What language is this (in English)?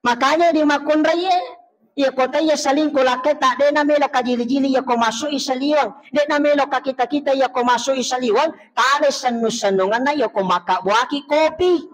Buginese